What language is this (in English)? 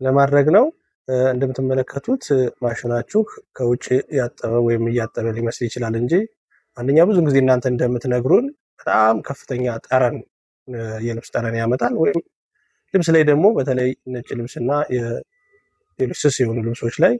Amharic